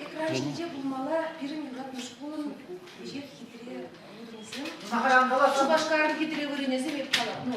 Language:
Chuvash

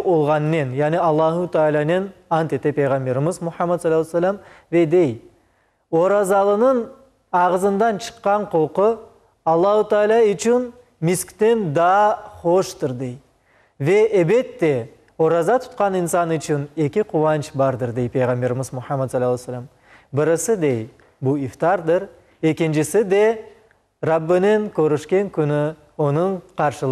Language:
Crimean Tatar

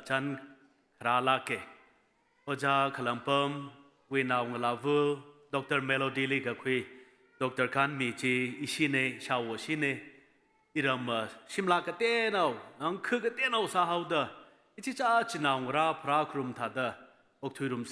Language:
Tangkhul Naga (India)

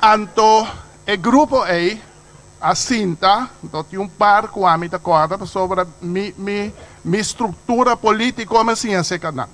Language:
Papiamento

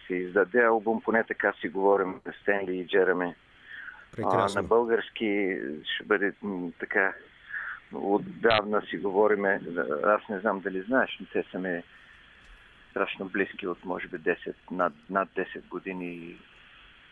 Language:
Bulgarian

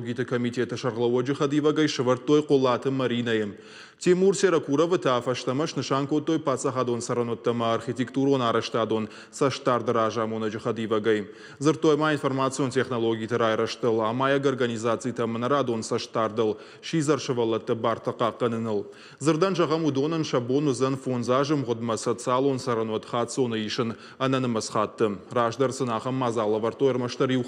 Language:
Ossetic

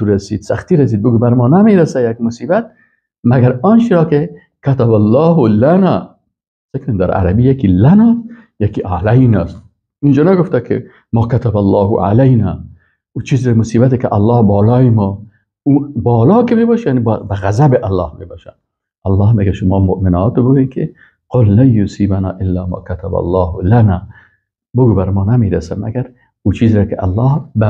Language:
Persian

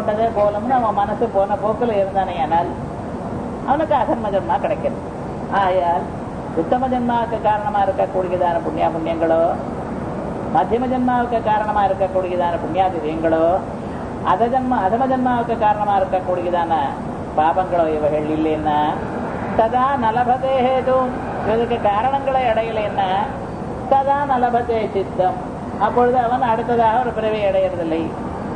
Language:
Tamil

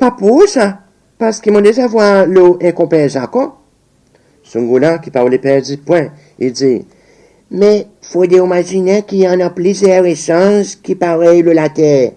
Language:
Seselwa Creole French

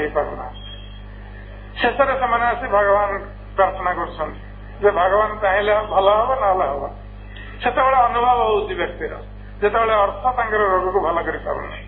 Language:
Odia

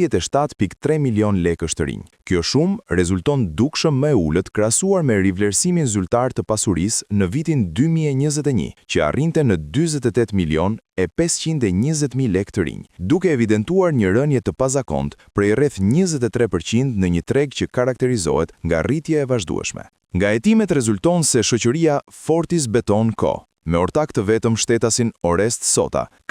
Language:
Albanian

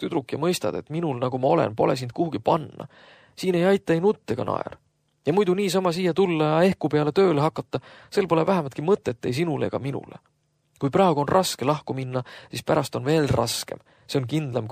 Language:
Estonian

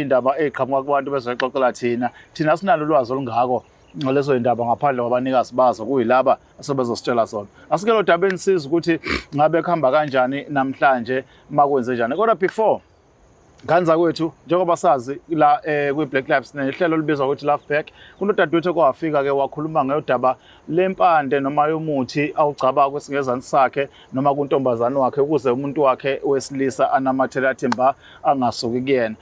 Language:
Zulu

